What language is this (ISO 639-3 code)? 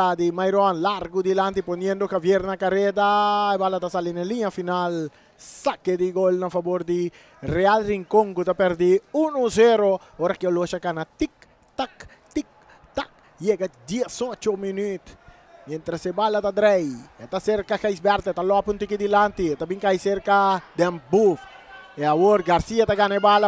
pap